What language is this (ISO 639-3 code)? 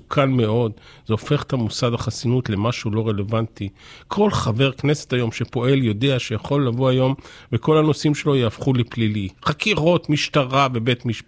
heb